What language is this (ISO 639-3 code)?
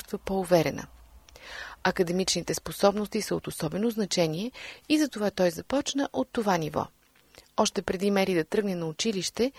bul